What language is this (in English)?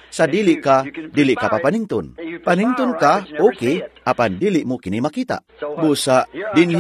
Cebuano